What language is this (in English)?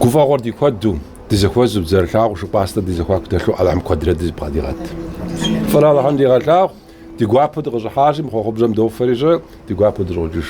Kabardian